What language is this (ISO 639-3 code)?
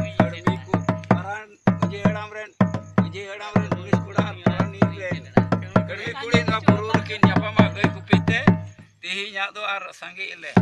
sat